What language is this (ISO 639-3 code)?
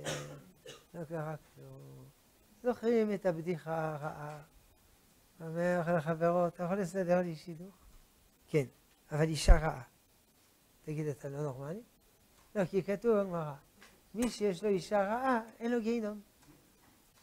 heb